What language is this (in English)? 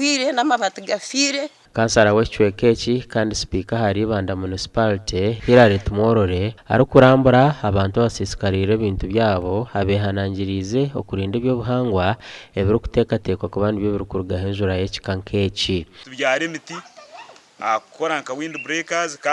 Nyankole